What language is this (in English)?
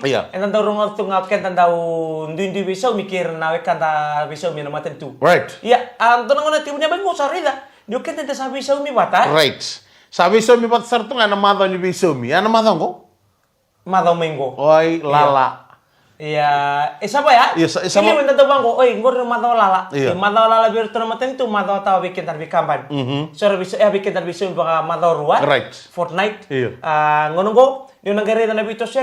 Fijian